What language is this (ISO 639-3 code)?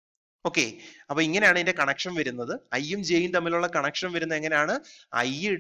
mal